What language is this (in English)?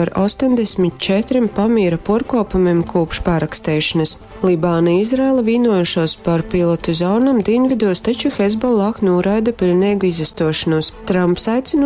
Latgalian